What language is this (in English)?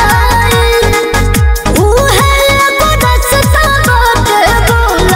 Bhojpuri